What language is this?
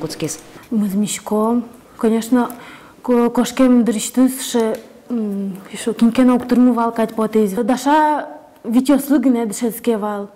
Udmurt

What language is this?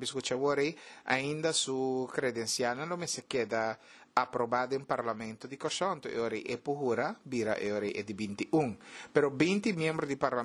Papiamento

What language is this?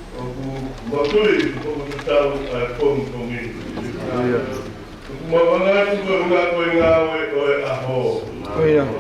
Tongan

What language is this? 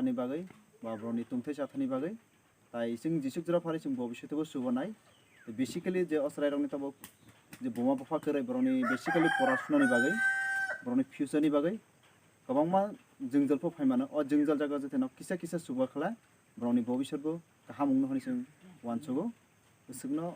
Kok Borok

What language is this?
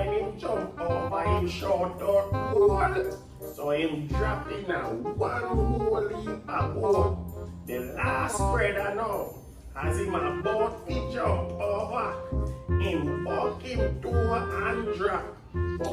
Jamaican Creole English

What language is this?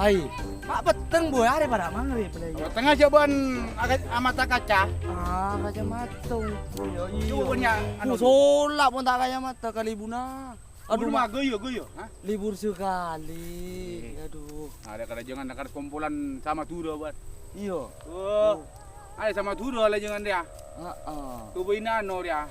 Madurese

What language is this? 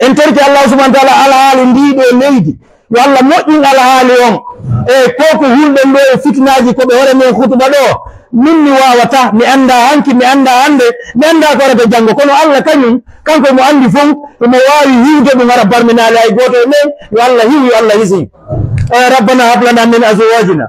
Pular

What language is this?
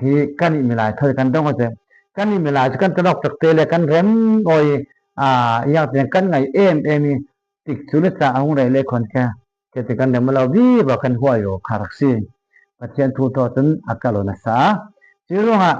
Falam Chin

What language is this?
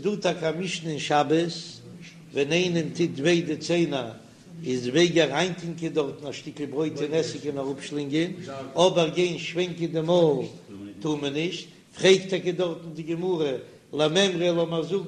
Yiddish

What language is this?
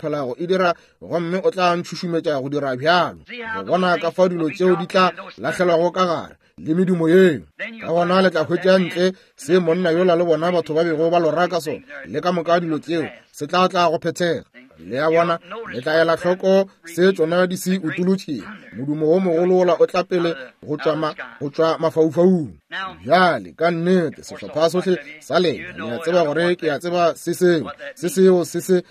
Northern Sotho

